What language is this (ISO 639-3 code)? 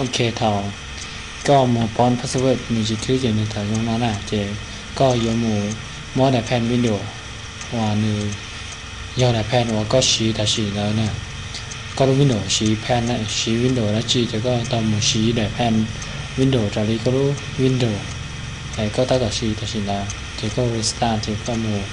hmn